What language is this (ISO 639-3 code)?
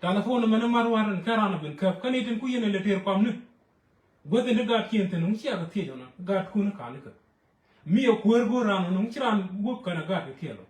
nus